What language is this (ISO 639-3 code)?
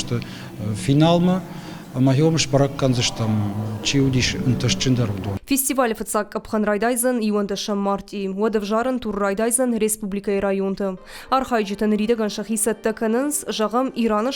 oss